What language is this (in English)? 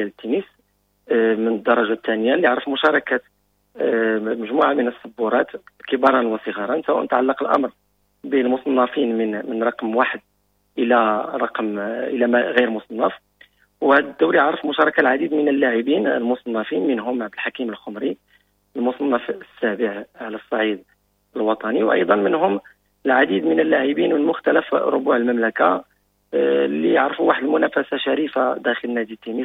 Moroccan Arabic